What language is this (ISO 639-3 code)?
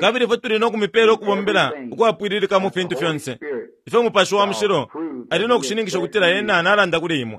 bem